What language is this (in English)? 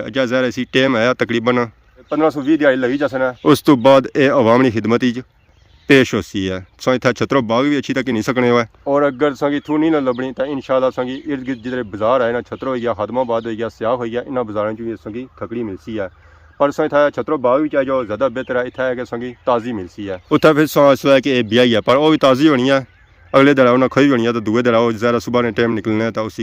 Pahari-Potwari